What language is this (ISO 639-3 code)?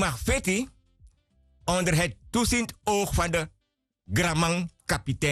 srn